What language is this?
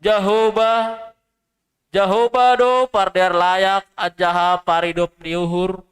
Batak Simalungun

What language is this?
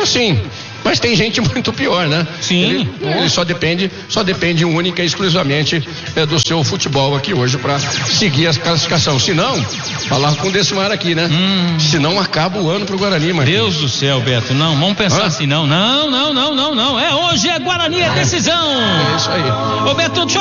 Portuguese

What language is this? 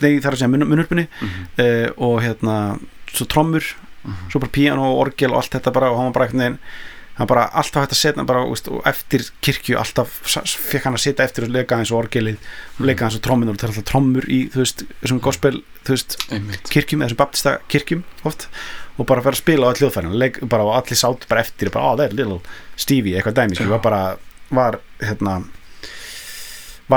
Icelandic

